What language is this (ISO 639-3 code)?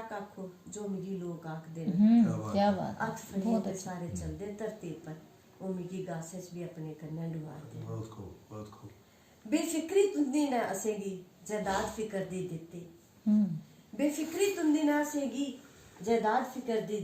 doi